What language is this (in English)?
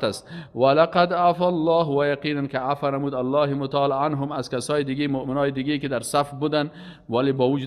Persian